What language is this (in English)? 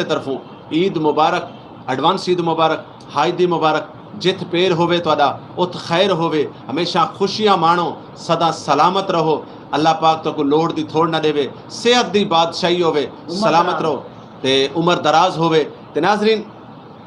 Saraiki